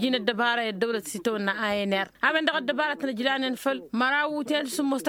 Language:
Tamasheq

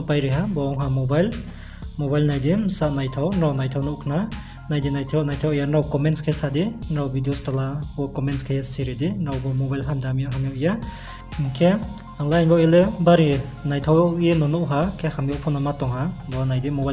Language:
Riang (India)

